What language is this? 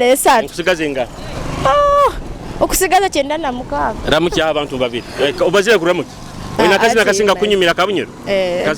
Nyoro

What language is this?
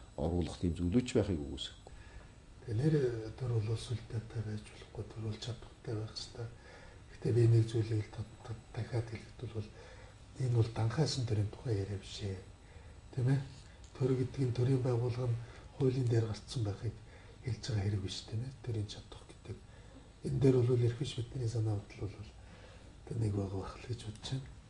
Mongolian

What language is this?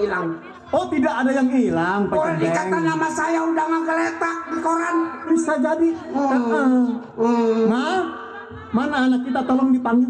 Betawi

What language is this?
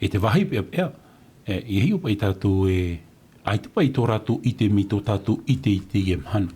Tahitian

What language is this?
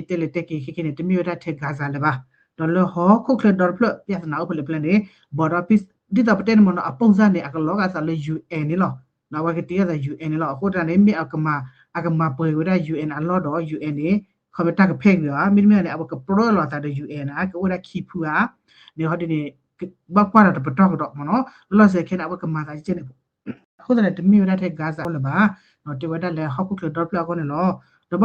S'gaw Karen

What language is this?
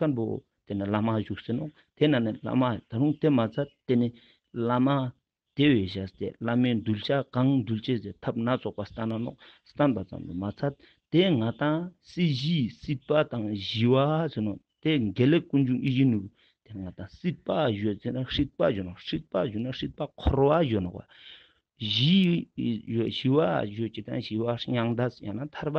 Ladakhi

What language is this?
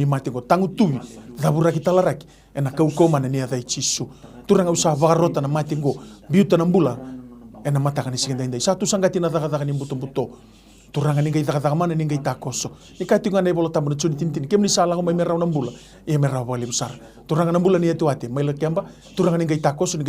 Fijian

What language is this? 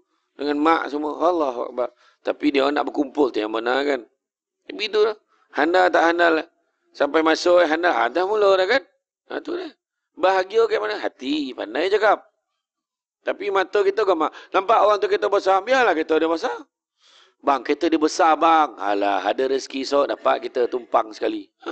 Malay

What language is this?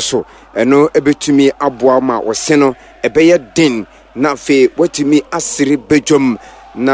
Akan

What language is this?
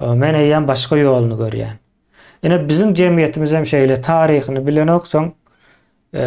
Turkmen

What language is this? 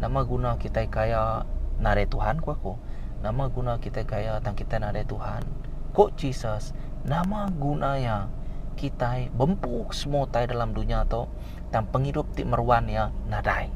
Iban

